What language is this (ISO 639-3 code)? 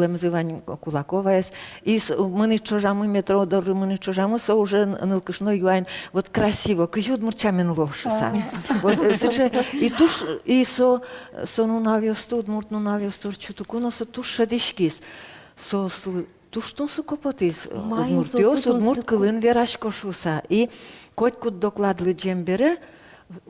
udm